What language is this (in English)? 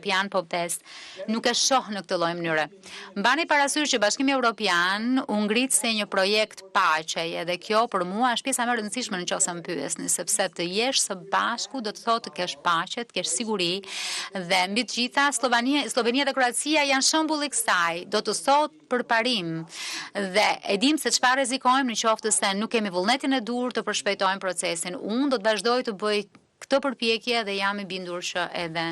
Albanian